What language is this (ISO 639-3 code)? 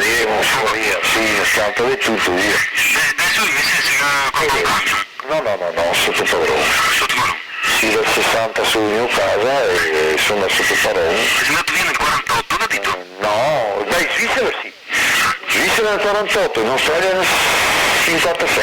vec